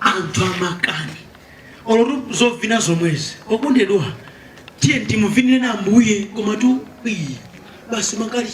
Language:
Nyanja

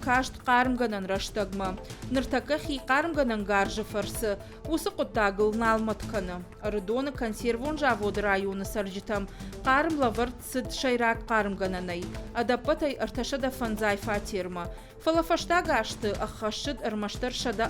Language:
Ossetic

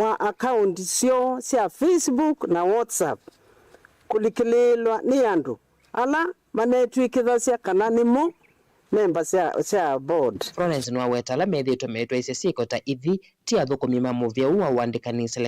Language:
Kamba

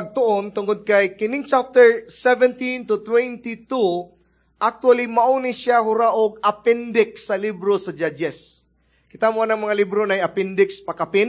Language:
Cebuano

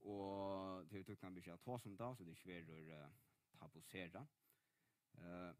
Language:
Faroese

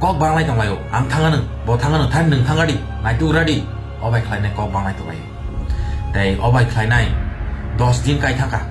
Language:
Kok Borok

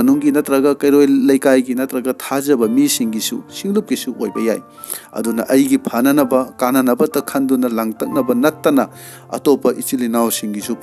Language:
Manipuri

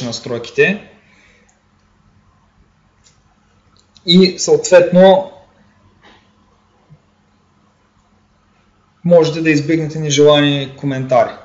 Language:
Bulgarian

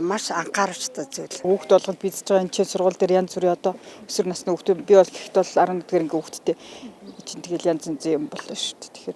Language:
Mongolian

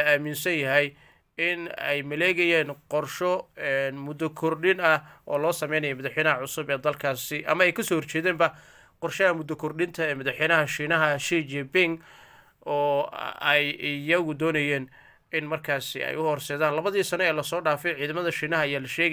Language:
Somali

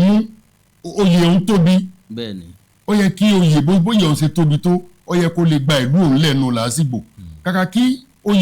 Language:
Yoruba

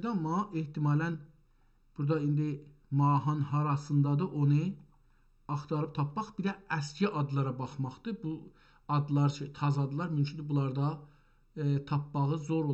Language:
South Azerbaijani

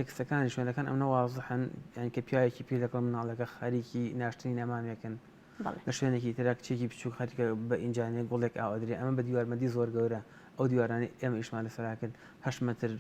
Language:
Central Kurdish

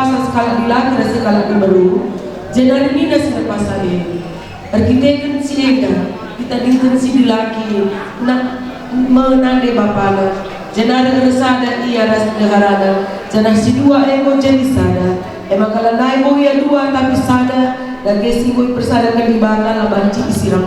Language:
Batak Karo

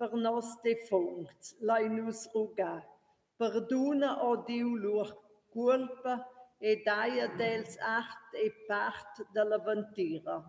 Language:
Romansh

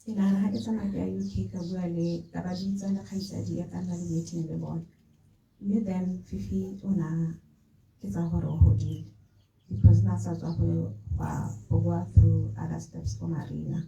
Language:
Tswana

